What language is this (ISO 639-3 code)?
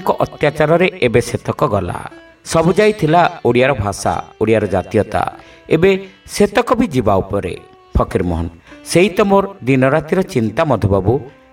ori